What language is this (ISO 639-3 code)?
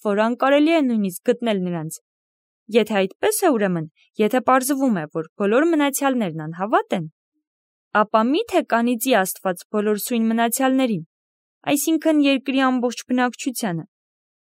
hye